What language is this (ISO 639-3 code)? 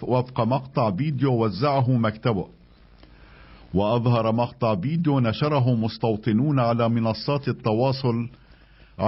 ara